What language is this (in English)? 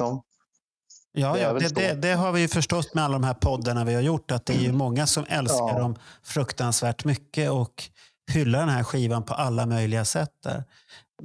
Swedish